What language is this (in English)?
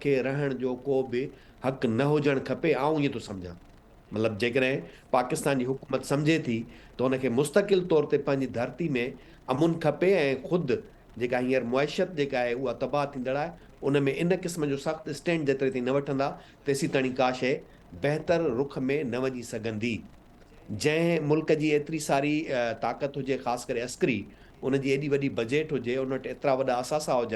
Sindhi